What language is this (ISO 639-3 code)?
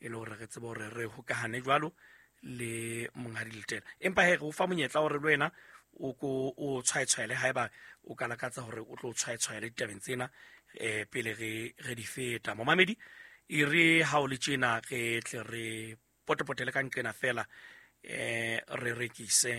sot